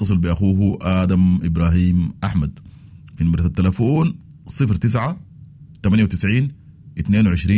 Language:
Sudanese Arabic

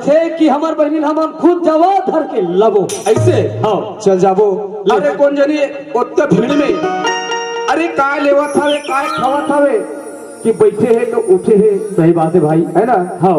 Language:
Chhattisgarhi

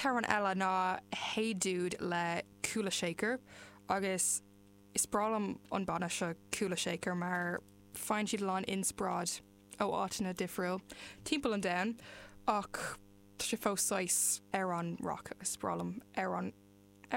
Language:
Irish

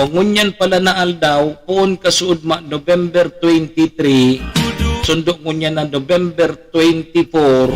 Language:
Bikol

